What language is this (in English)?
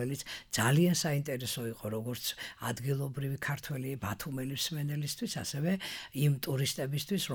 Georgian